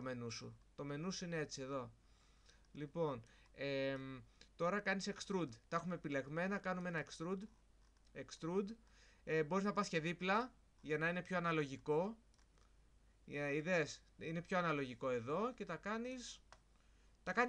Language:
Greek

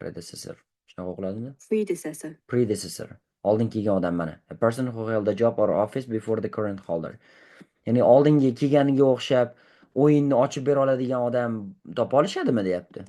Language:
Uzbek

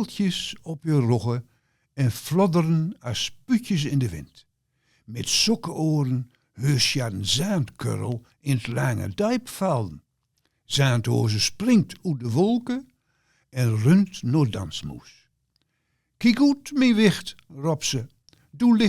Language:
Gronings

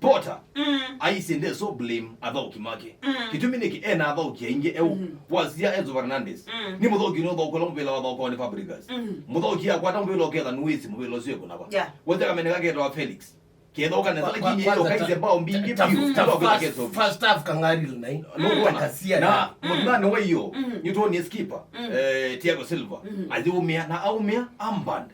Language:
Kamba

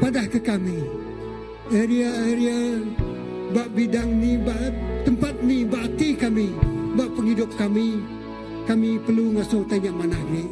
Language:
Iban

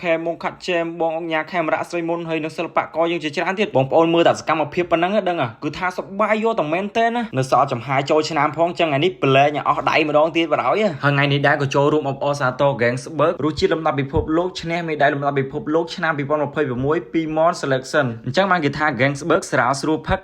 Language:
Khmer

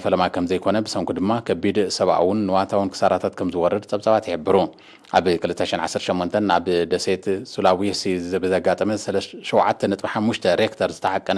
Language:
Tigrinya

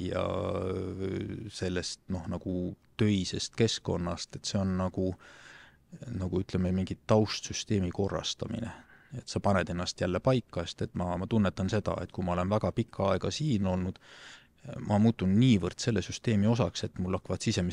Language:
Estonian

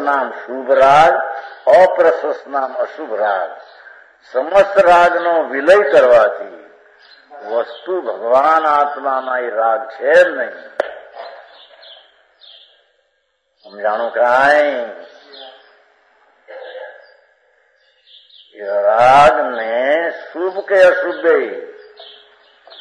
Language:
Gujarati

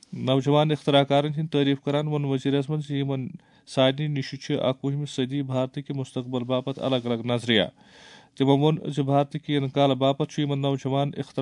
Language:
Kashmiri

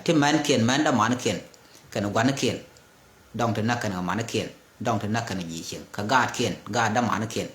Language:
Nuer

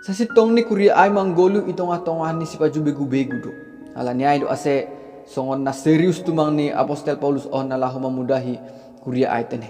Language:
Batak Simalungun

